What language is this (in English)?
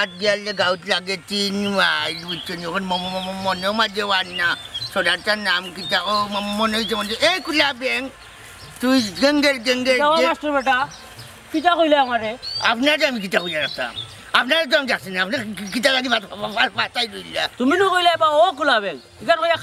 Sylheti